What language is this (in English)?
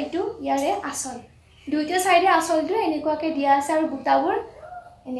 Assamese